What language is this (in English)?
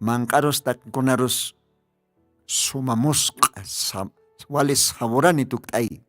Aymara